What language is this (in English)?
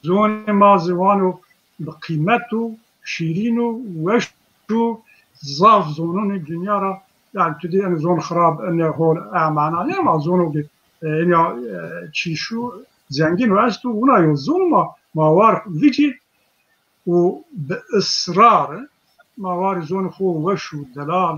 Zaza